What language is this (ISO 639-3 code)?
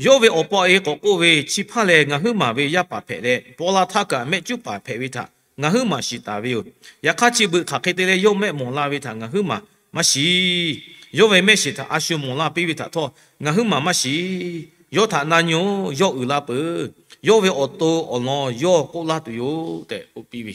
lhu